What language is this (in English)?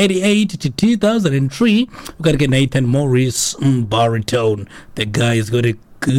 Xhosa